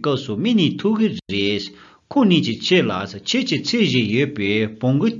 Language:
Tibetan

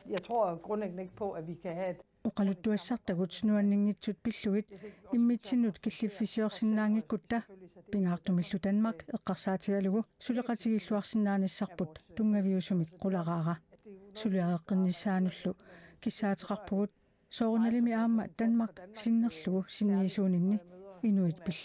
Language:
Kalaallisut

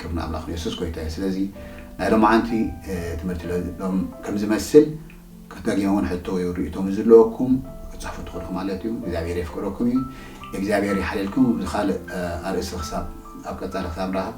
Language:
Tigrinya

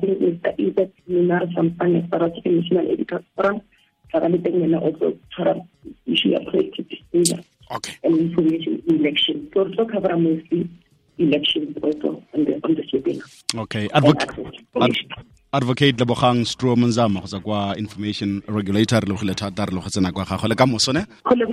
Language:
Tswana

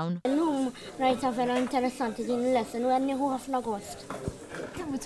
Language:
Maltese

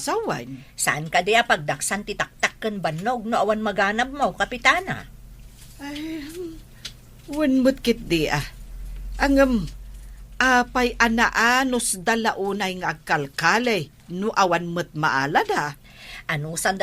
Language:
Iloko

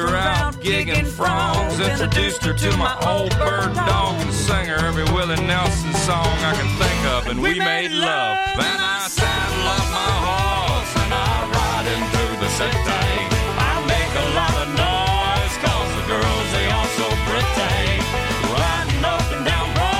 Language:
English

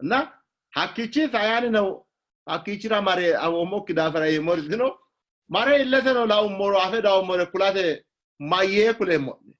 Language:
Sidamo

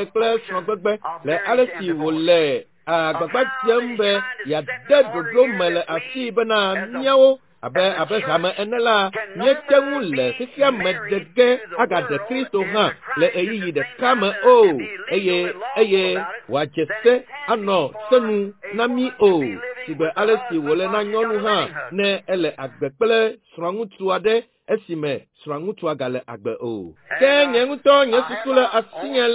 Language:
Ewe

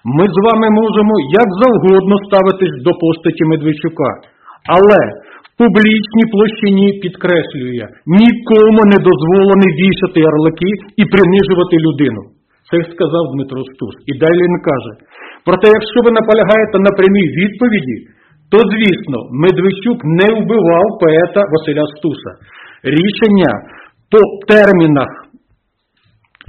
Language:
Ukrainian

